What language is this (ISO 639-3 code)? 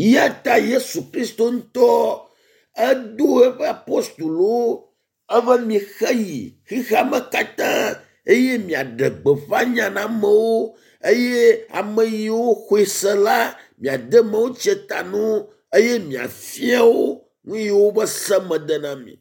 ewe